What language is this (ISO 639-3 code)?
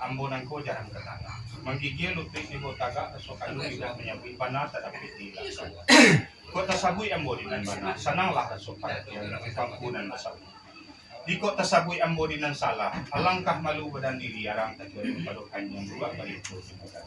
min